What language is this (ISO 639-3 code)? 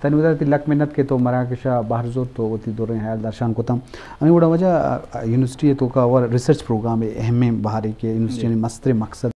bgp